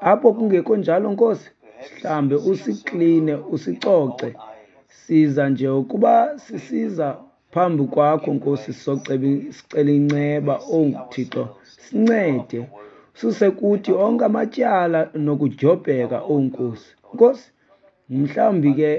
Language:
Xhosa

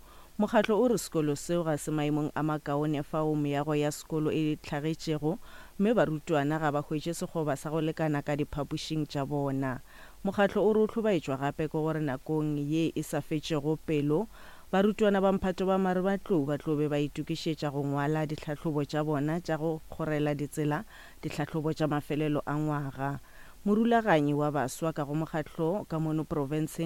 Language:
Northern Sotho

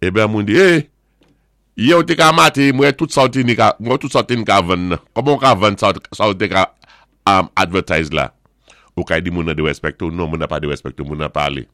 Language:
Saint Lucian Creole French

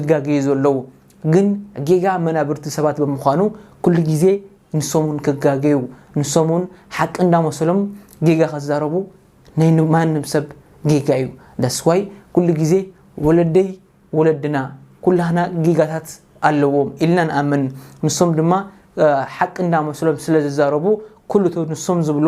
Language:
Tigrinya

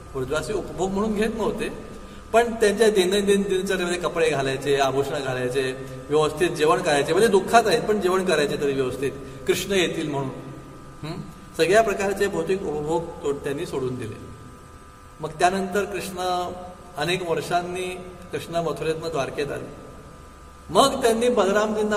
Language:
Marathi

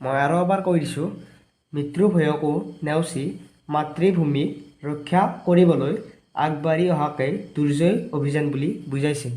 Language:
Assamese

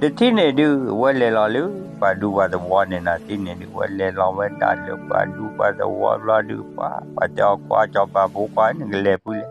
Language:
S'gaw Karen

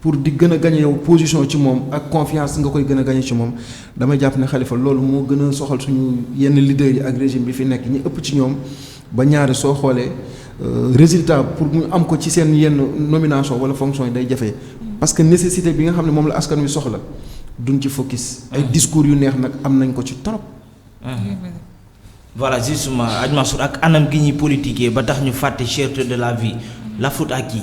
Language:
Wolof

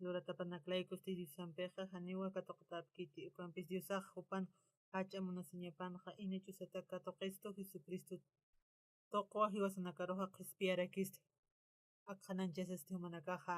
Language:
Aymara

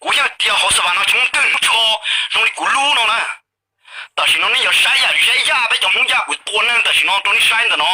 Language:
Hmong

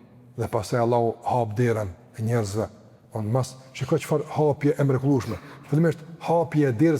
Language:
Albanian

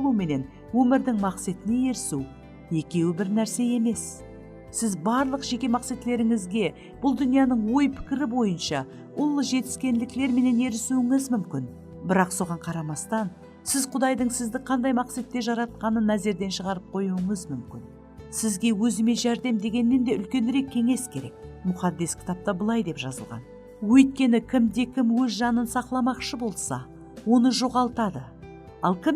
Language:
Kara-Kalpak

